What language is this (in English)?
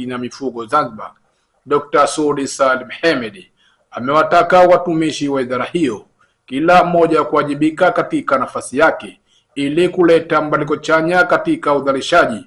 Swahili